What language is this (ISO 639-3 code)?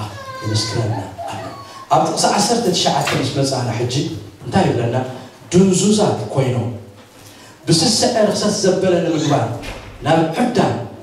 tir